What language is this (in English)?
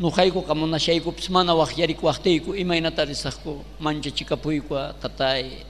South Bolivian Quechua